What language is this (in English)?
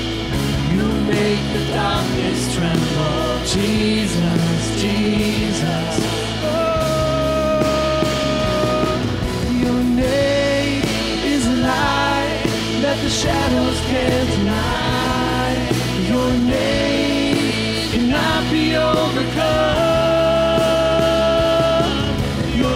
English